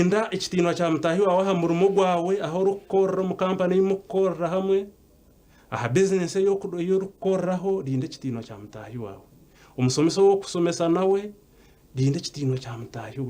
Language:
Nyankole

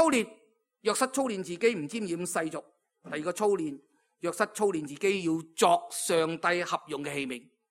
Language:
Cantonese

